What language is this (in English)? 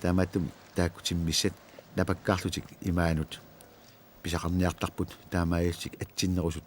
Kalaallisut